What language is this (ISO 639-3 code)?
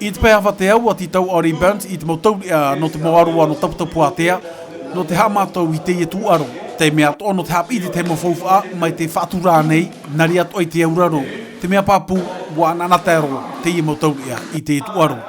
tah